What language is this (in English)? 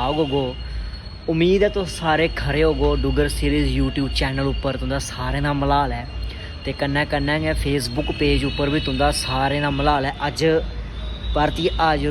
Dogri